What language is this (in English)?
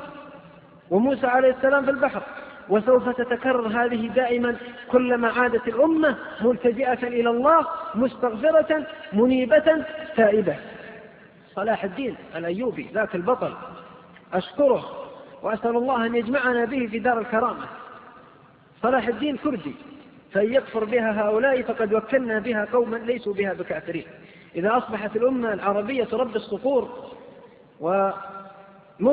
Arabic